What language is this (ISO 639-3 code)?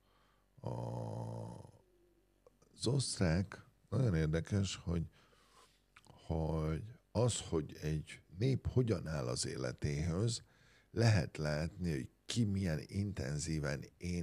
hun